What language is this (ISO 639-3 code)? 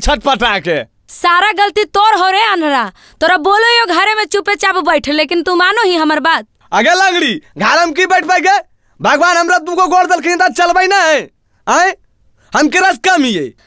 mag